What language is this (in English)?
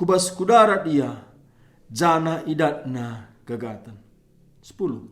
Batak Karo